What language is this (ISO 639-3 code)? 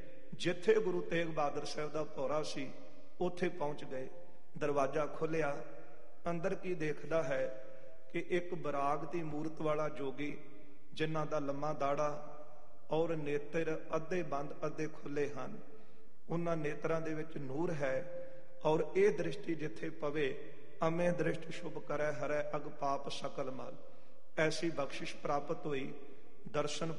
pan